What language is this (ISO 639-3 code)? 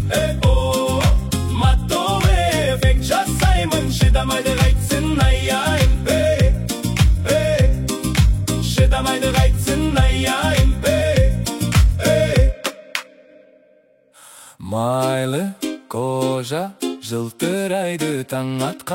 kaz